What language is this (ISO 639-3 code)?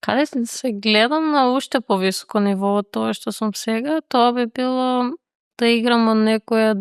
mkd